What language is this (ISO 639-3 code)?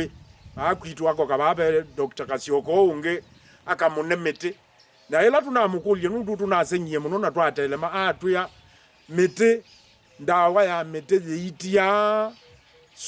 kam